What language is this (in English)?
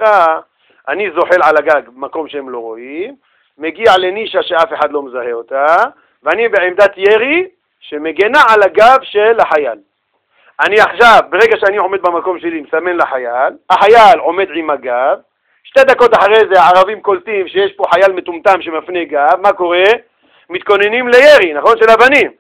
Hebrew